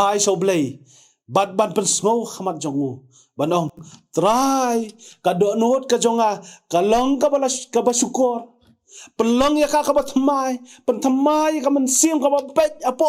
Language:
Khasi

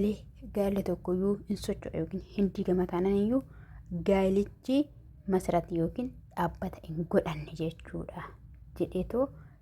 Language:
Oromo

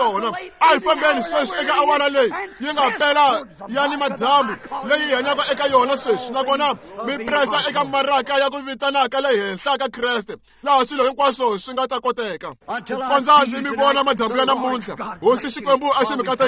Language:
Tsonga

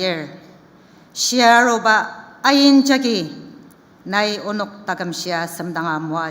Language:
Ao Naga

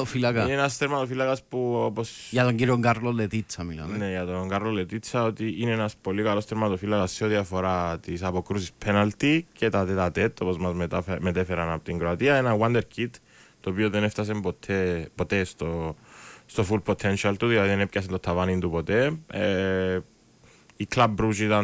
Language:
Greek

